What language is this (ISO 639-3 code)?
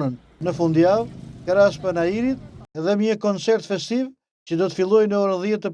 sqi